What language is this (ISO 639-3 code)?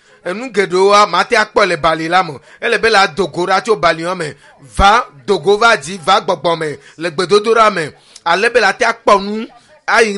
ewe